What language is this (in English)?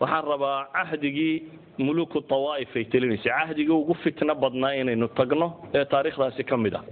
Somali